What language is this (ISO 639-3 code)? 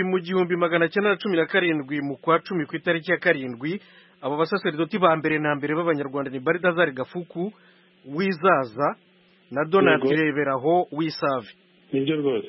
kin